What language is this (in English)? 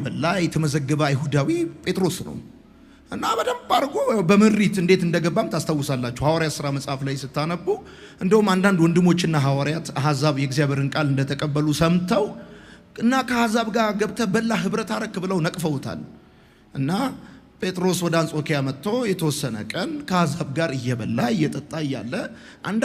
Amharic